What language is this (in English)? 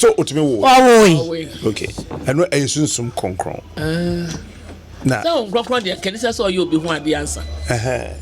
Akan